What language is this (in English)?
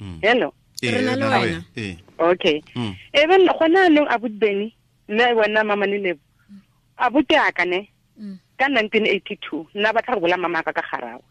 Tswana